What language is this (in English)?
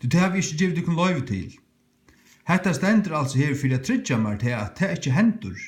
Faroese